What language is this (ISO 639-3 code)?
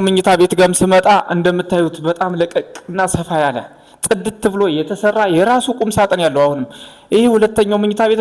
amh